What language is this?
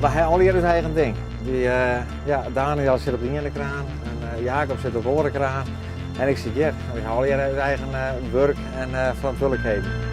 Western Frisian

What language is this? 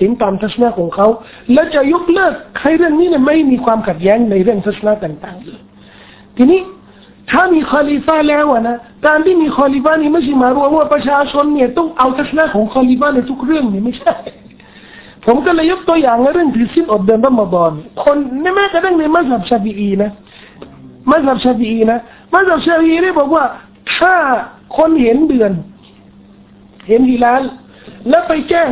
Thai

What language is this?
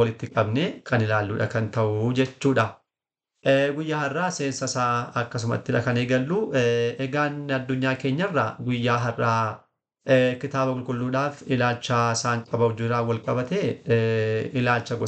Oromo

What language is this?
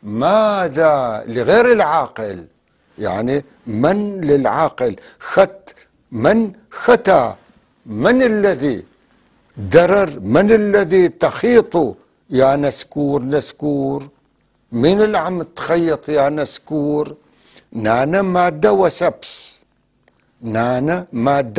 North Levantine Arabic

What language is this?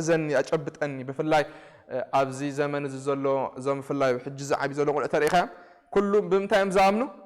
Tigrinya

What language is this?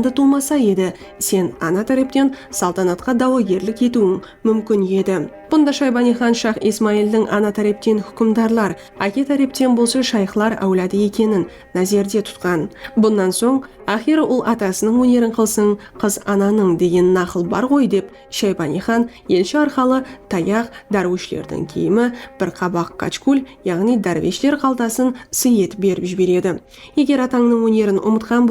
Kara-Kalpak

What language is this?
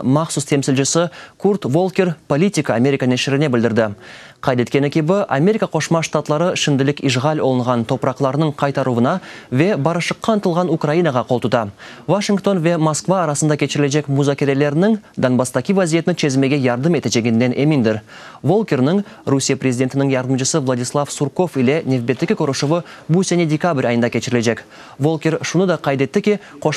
Crimean Tatar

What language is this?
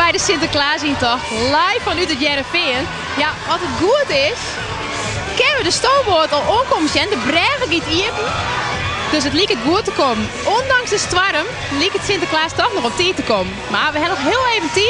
Western Frisian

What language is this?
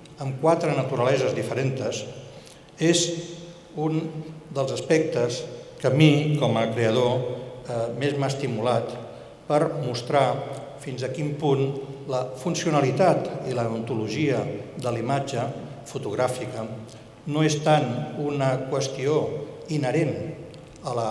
Catalan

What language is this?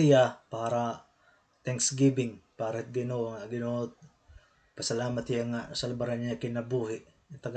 Waray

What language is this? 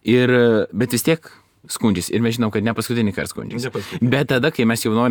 Lithuanian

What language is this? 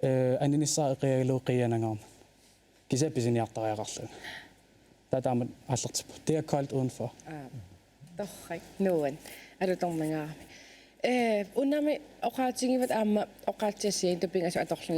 Kalaallisut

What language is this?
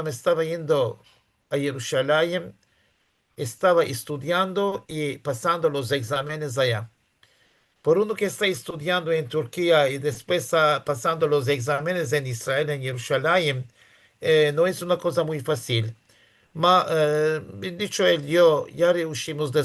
Ladino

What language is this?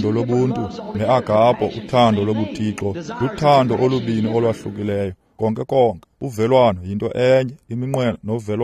Xhosa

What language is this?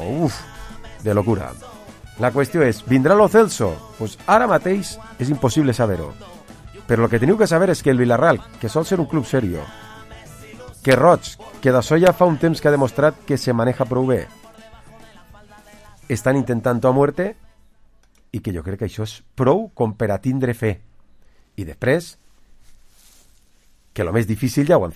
Catalan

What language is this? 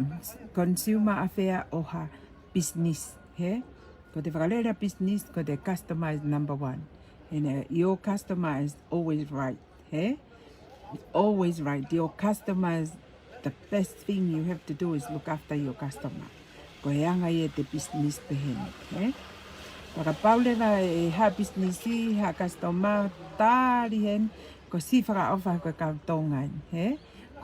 Tongan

